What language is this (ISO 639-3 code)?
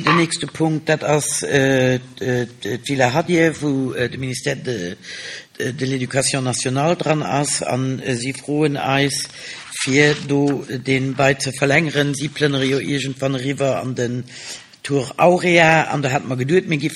ltz